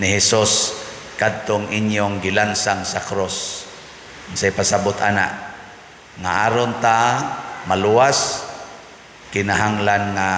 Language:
Cebuano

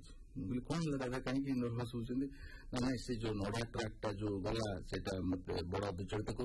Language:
Hindi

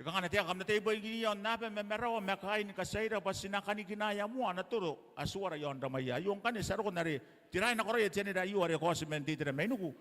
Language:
Gilbertese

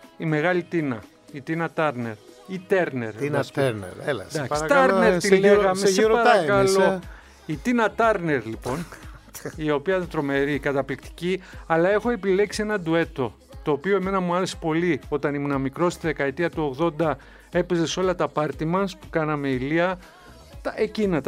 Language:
Greek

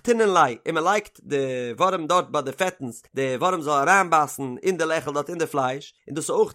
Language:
Yiddish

